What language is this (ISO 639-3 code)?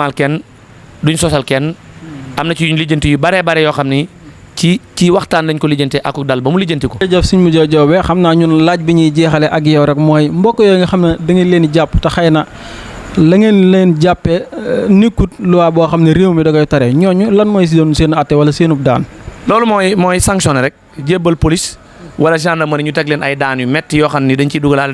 wol